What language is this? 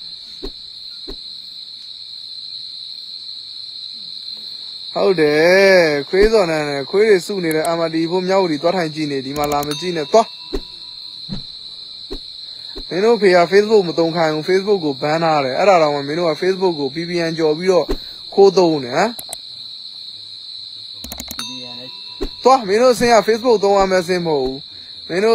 Burmese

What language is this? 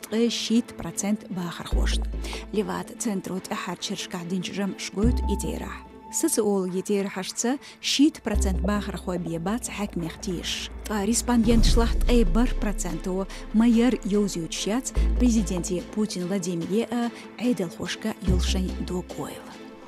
Chechen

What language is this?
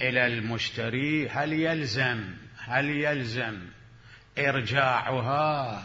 Mesopotamian Arabic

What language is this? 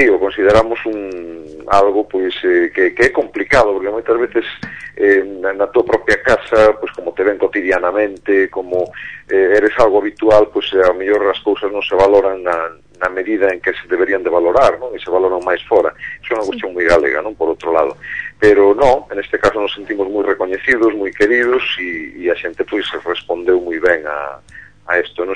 Galician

